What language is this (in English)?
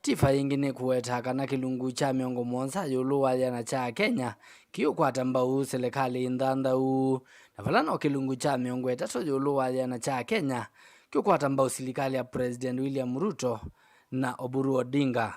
Kamba